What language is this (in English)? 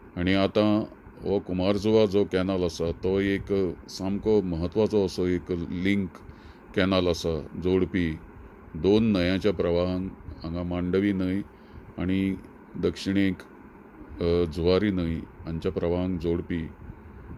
Konkani